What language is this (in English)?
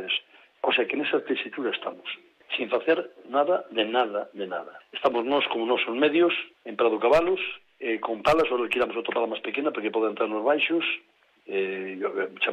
Galician